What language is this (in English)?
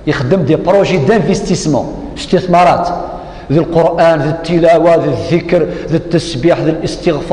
Kabyle